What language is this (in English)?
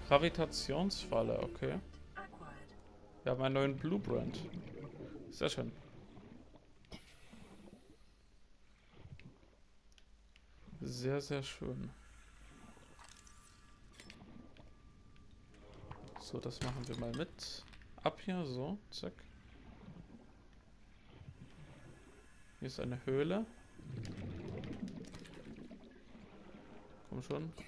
German